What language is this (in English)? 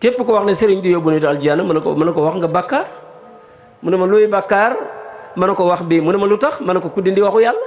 Wolof